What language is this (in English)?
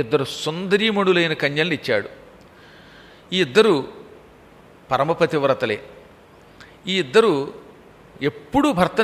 Telugu